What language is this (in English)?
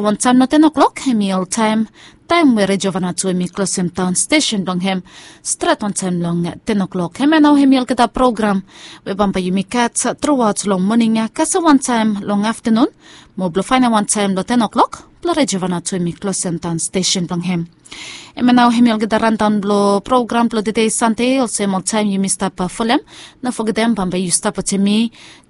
Bislama